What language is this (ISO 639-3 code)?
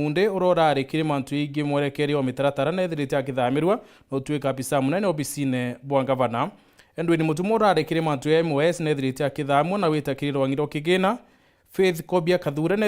mer